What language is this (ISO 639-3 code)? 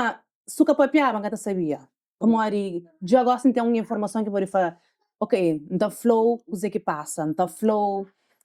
kea